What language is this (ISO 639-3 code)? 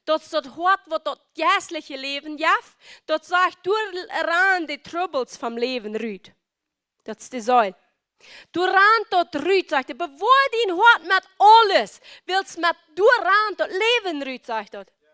pdt